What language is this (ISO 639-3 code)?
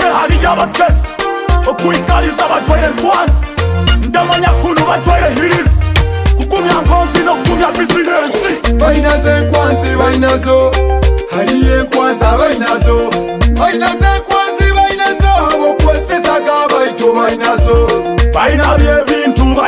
nyo